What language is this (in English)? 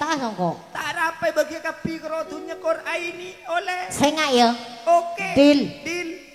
Madurese